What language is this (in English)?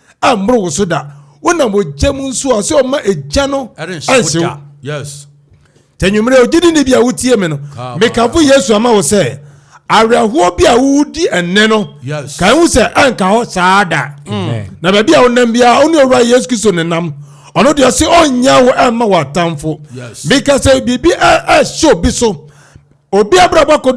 Akan